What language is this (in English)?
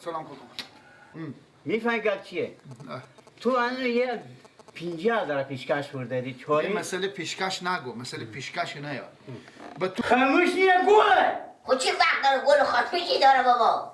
Persian